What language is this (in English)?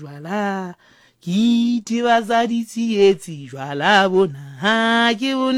Southern Sotho